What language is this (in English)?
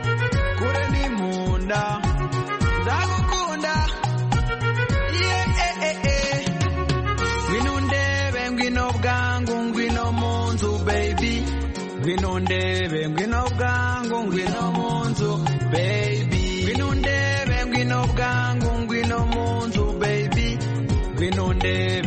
Kinyarwanda